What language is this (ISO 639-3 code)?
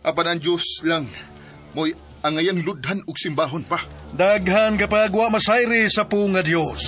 ceb